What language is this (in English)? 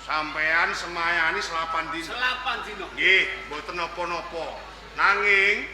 Javanese